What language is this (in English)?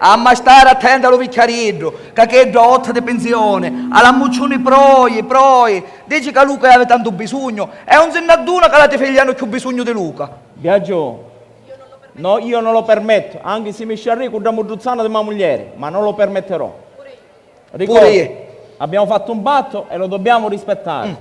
Sicilian